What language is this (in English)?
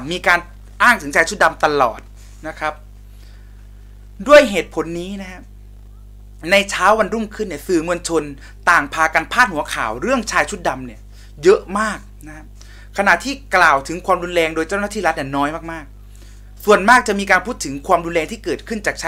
Thai